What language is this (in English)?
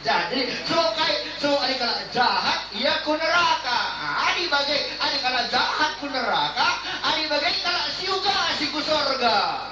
Batak Karo